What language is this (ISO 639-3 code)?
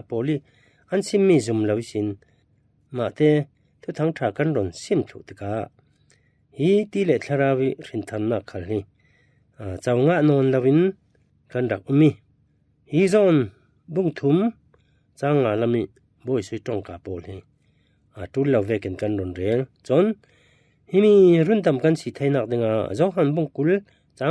cfm